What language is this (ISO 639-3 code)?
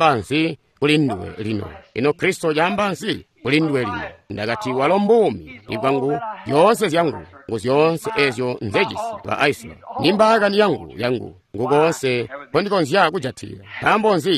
toi